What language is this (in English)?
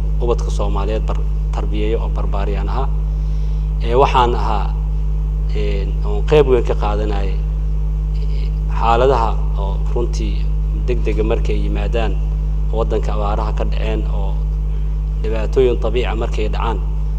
Somali